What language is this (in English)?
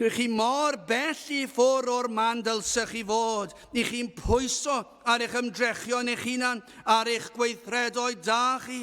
Welsh